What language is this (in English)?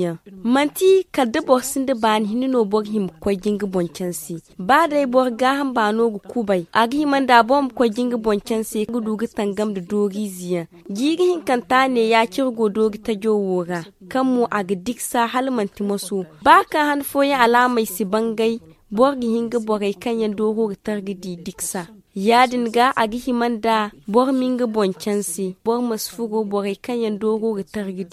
Zarma